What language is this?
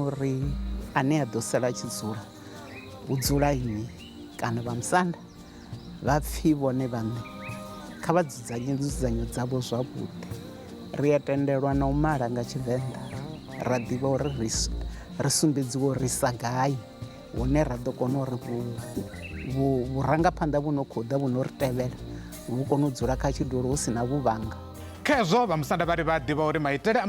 Venda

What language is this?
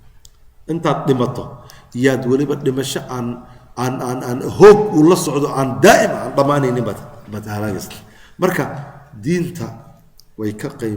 Somali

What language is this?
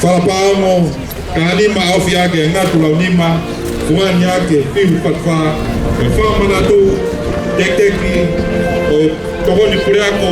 Tongan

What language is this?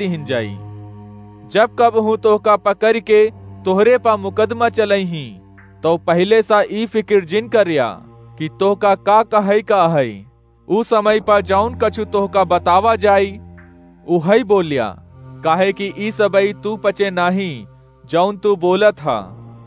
Awadhi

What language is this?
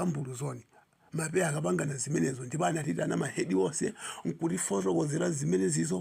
Nyanja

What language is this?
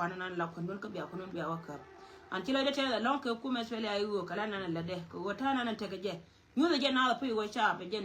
Nuer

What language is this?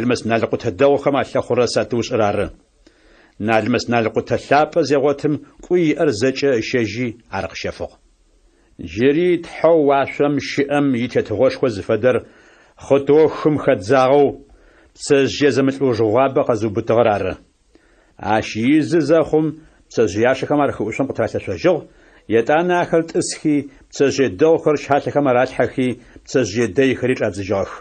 Adyghe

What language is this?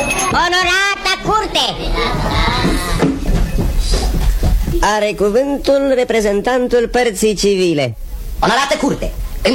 Romanian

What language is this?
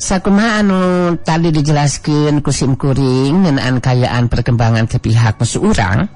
Sundanese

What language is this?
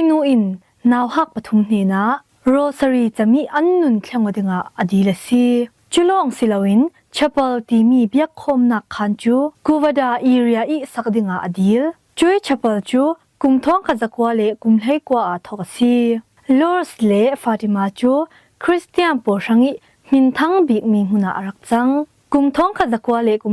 Falam Chin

